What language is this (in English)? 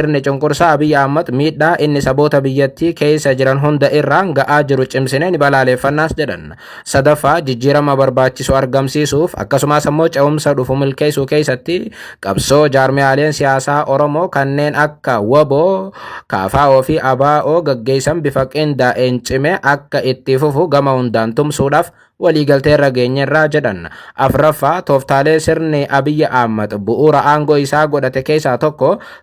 Oromo